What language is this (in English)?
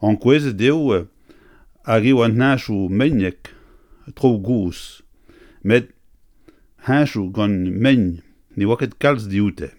Breton